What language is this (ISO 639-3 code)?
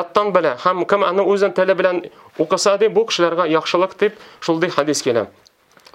tat